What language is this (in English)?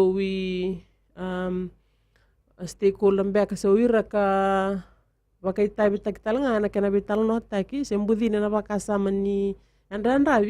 Fijian